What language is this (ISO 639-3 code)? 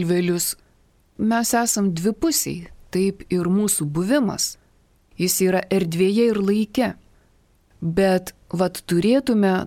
lit